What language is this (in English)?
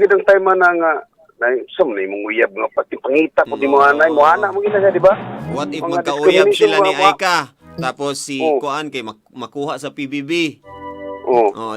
Cebuano